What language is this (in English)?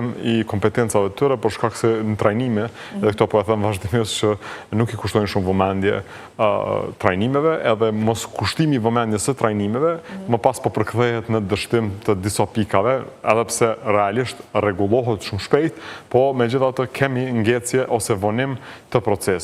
Albanian